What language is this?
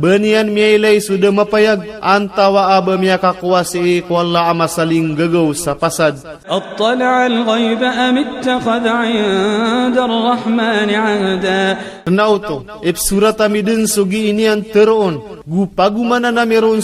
Maranao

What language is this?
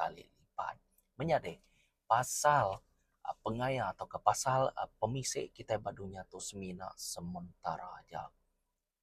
Iban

